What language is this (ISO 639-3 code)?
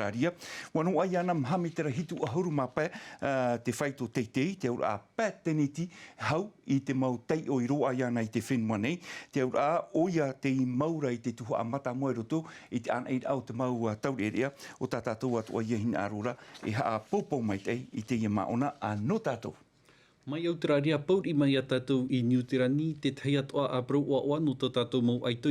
tah